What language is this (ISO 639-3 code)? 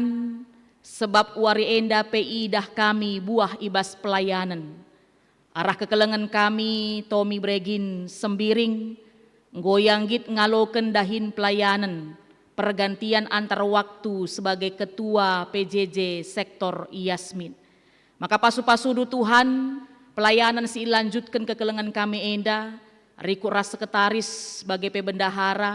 btx